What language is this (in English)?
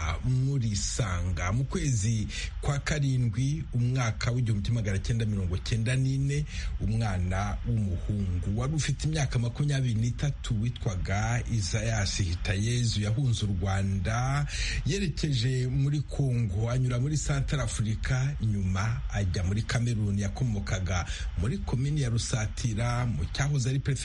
Kinyarwanda